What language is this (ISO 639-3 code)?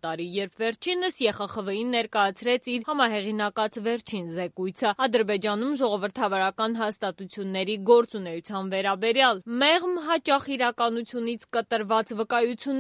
hye